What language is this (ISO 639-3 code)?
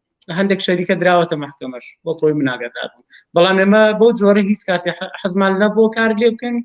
ckb